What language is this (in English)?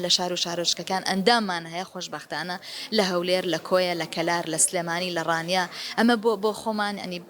Central Kurdish